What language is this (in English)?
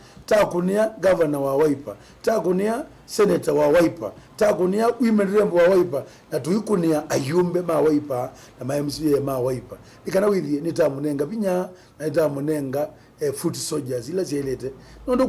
Kamba